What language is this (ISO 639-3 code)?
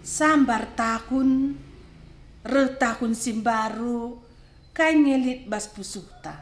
btx